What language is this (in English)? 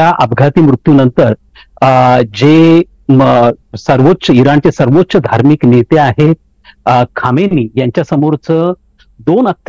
Marathi